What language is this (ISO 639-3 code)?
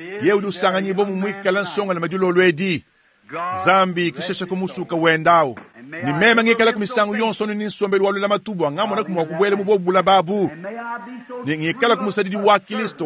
lua